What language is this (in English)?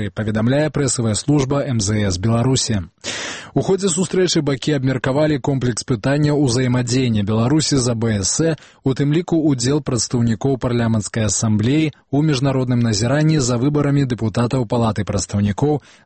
Belarusian